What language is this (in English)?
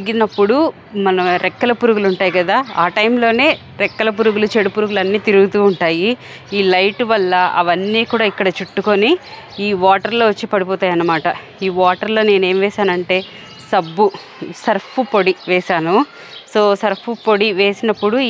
Telugu